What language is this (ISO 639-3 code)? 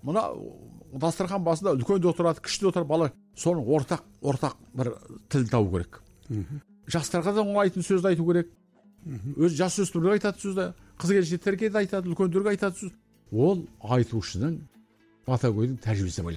kaz